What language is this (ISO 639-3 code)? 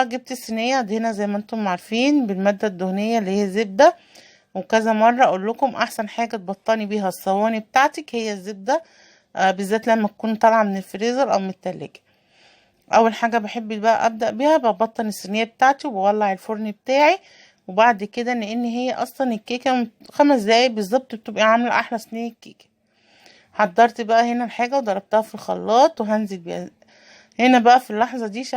arz